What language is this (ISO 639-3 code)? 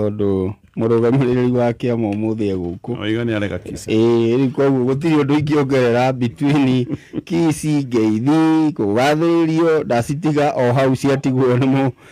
kik